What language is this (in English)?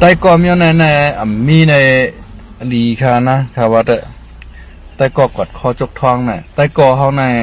Shan